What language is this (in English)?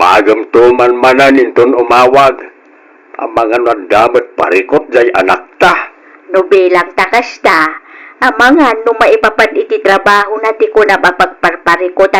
Iloko